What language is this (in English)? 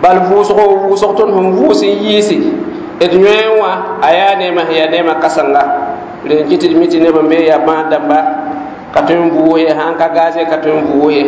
Mossi